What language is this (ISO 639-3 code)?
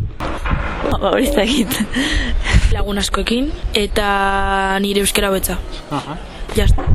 eus